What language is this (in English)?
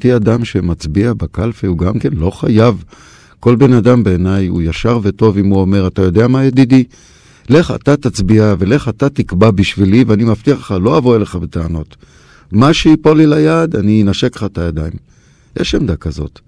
Hebrew